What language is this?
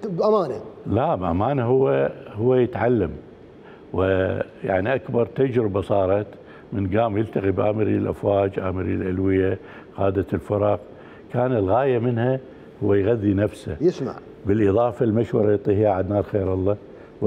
Mesopotamian Arabic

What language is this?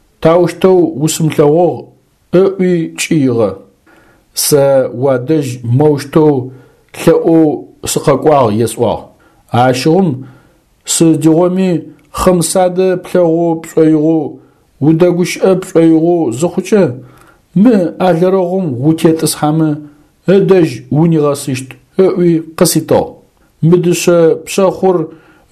Adyghe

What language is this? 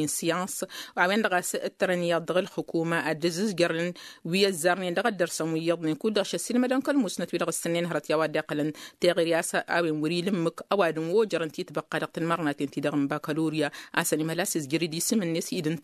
Tamasheq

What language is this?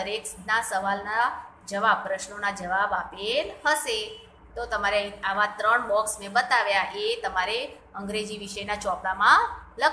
Gujarati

